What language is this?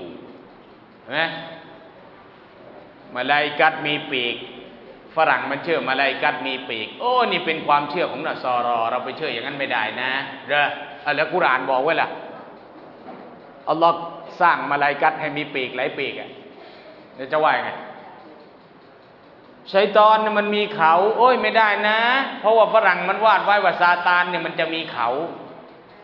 Thai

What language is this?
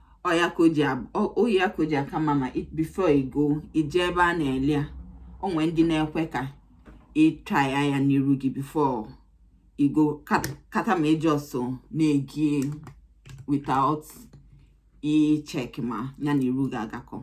Igbo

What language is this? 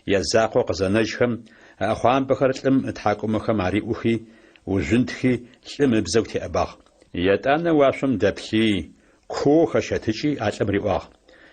Adyghe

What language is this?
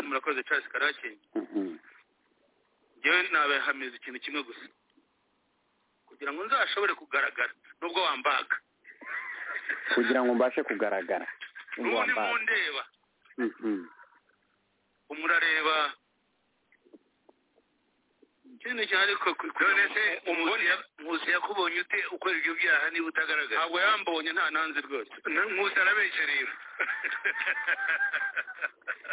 Kinyarwanda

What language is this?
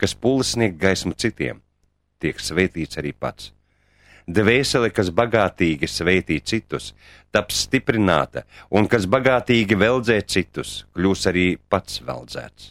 Latvian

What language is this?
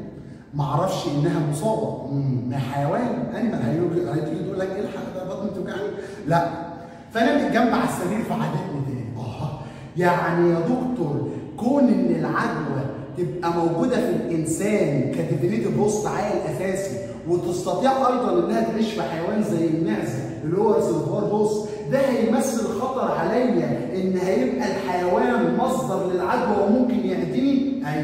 Egyptian Arabic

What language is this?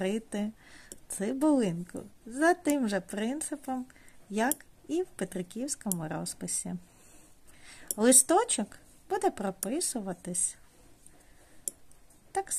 Ukrainian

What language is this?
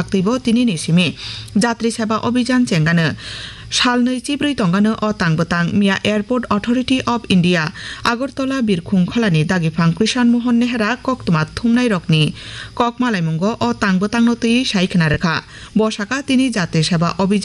Kok Borok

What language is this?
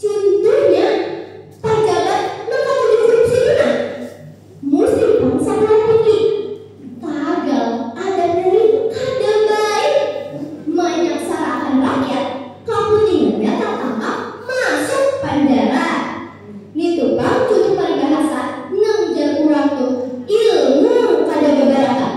Banjar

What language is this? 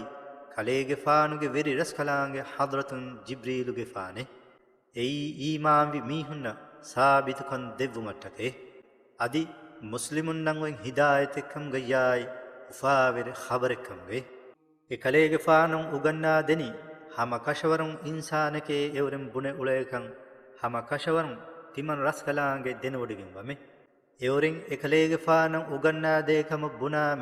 Divehi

